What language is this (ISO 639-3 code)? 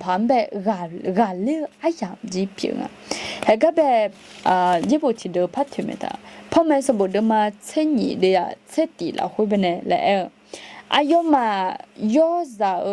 ahk